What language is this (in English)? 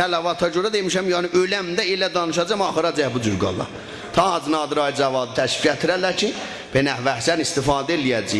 South Azerbaijani